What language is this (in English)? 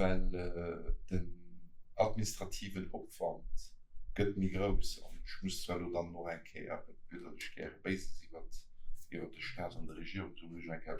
Luxembourgish